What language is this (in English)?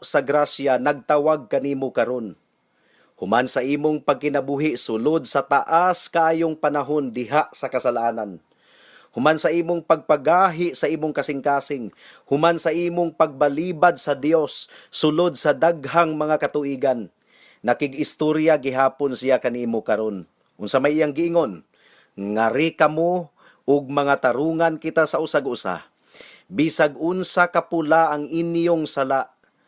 Cebuano